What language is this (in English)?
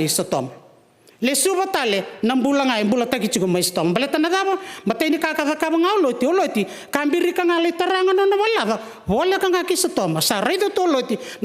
Fijian